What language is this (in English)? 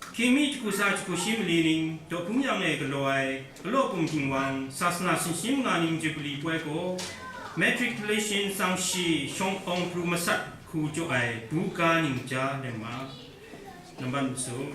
Kachin